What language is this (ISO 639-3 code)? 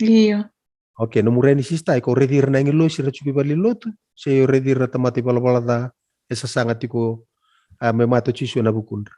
fij